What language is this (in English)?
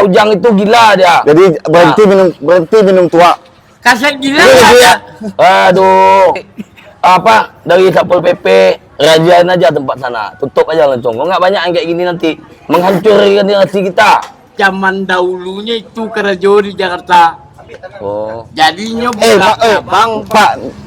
Minangkabau